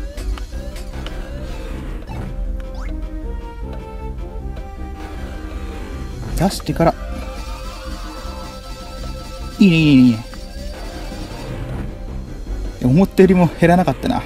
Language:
Japanese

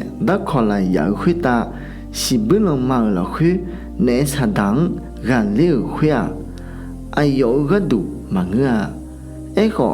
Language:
Akha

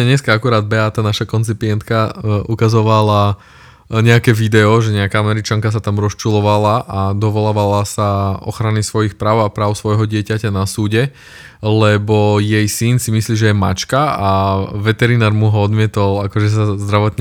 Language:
Slovak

